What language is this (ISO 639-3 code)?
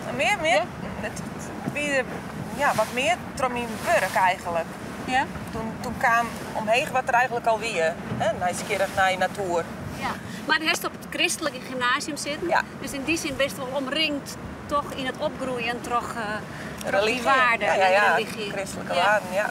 fry